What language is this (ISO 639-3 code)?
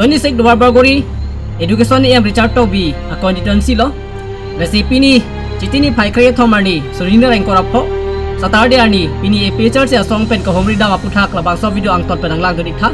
mjw